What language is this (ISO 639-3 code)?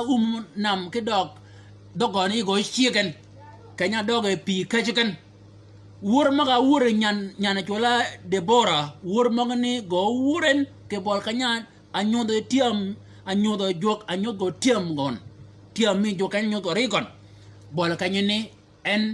shk